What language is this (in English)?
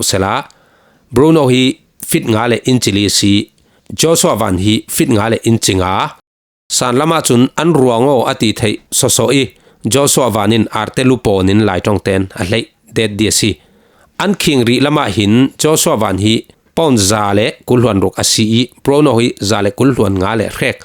Falam Chin